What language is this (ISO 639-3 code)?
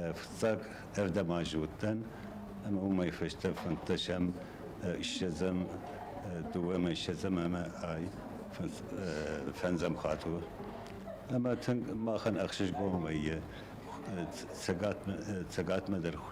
oss